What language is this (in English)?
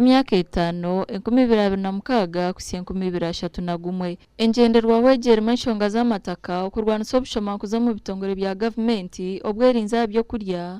Nyankole